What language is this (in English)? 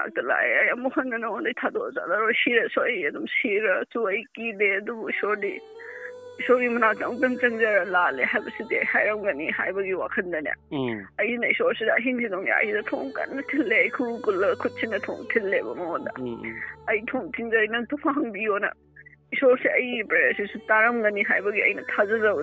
Manipuri